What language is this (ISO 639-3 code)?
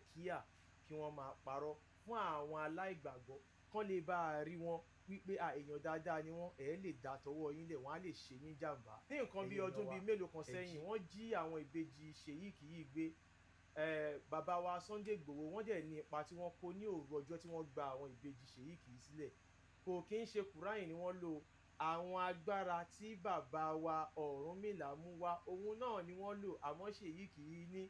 yor